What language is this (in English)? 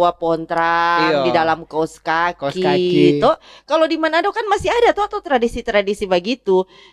Manado Malay